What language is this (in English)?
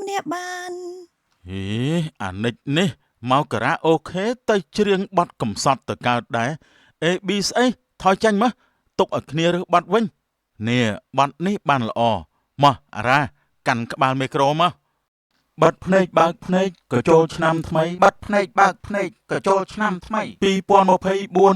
Khmer